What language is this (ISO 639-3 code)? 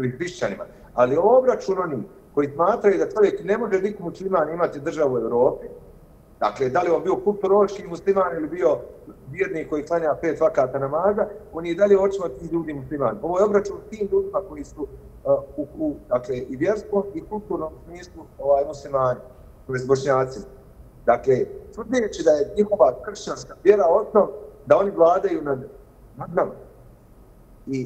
bos